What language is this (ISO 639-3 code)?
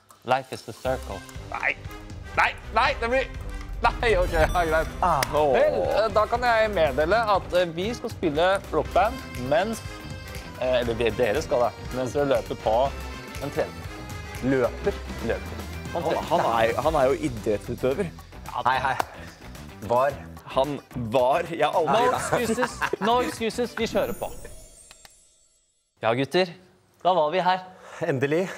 nor